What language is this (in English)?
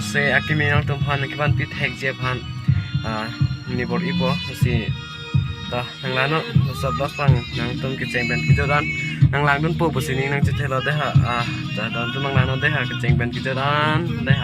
Karbi